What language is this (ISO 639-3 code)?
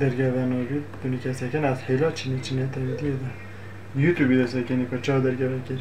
kur